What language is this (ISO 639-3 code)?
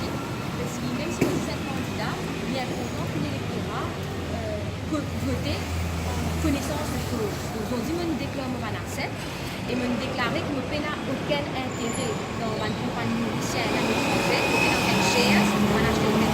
mfe